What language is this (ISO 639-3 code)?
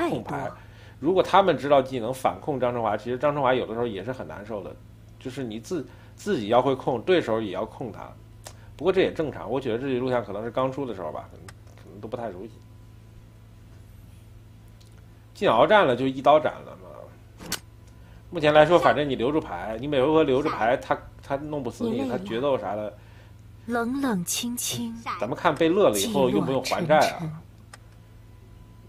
zho